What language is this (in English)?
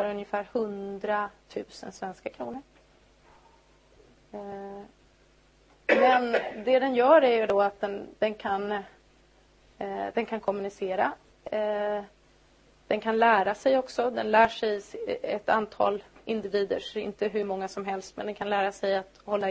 Swedish